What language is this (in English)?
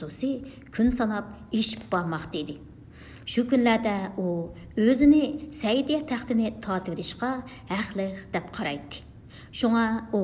Uyghur